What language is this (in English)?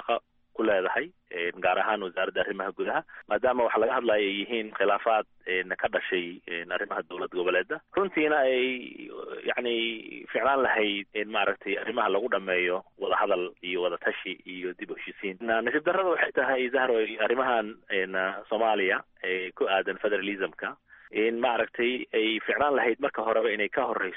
Somali